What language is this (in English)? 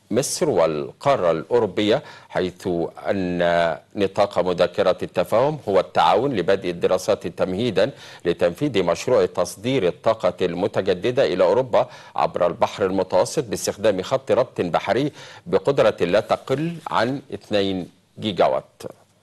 Arabic